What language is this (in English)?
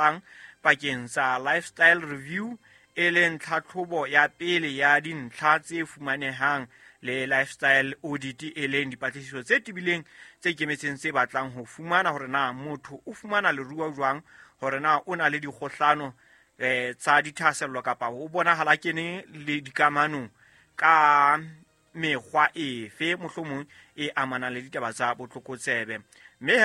Southern Sotho